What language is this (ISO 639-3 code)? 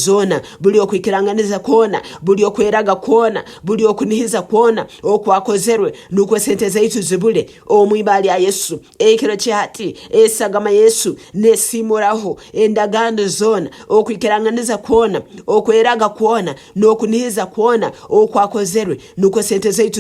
nyn